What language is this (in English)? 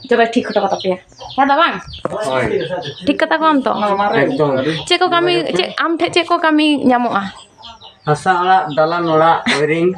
Santali